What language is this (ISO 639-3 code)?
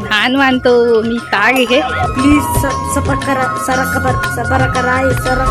hne